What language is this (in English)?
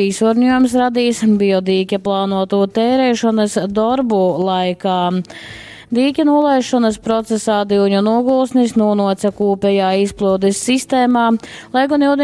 Latgalian